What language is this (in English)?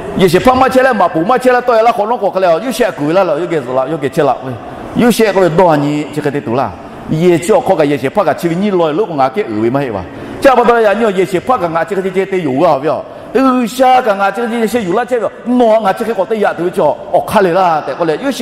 Lahu